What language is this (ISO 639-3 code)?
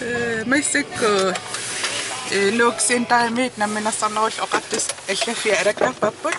kal